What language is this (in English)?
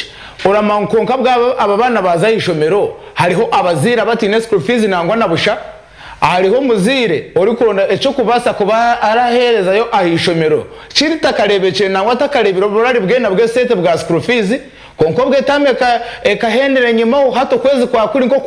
Nyankole